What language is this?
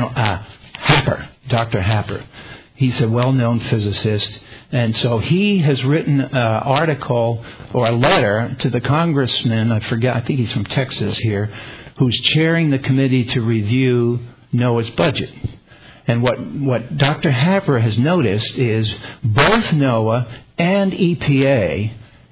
English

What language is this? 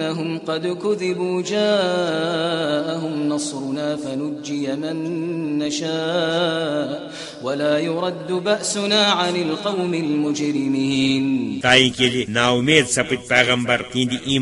Kashmiri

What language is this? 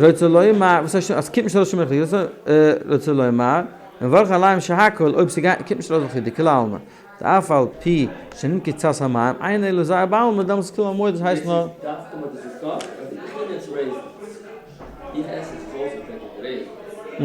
Yiddish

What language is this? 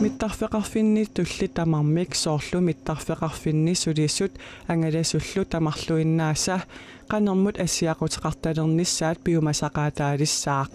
Kalaallisut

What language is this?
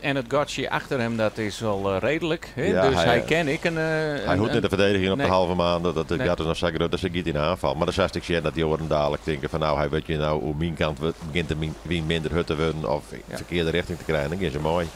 Western Frisian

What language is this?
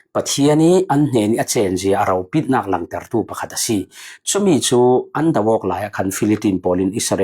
Falam Chin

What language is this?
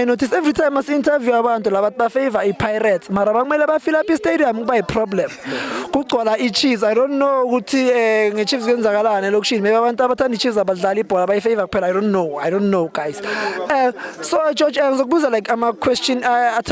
Zulu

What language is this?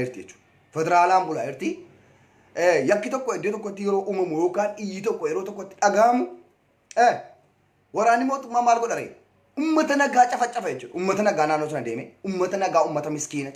Oromo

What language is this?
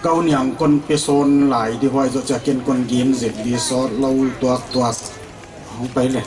Paite Chin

